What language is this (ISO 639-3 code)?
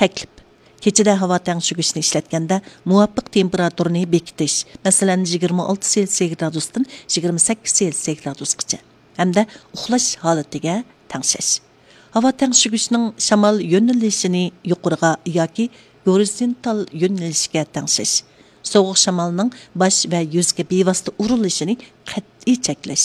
uig